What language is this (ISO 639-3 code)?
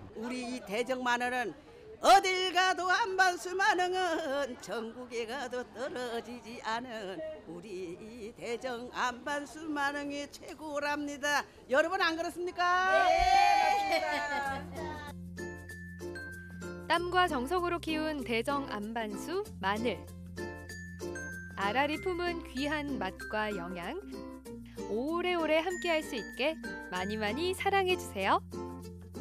kor